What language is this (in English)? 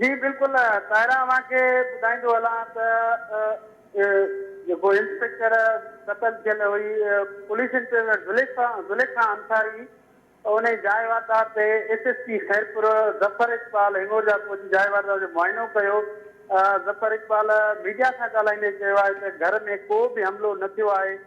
Sindhi